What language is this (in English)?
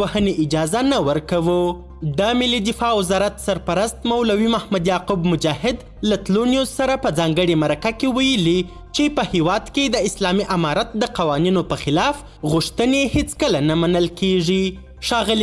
Pashto